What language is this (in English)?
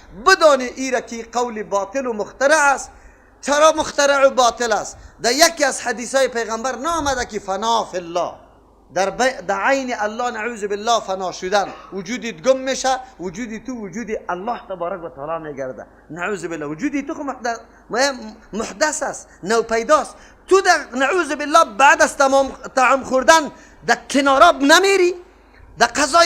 Persian